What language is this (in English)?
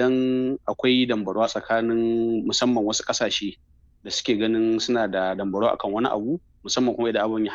Hausa